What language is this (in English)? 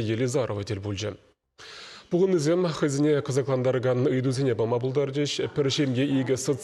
Chuvash